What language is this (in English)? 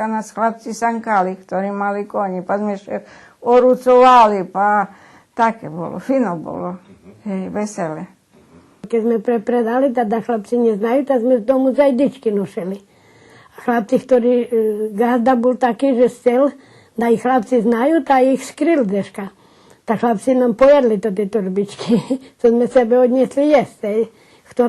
Rusyn